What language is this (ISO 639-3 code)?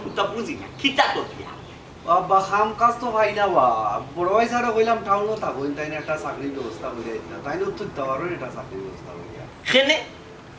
syl